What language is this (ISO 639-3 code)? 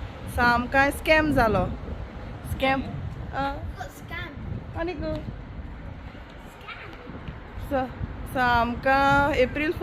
kok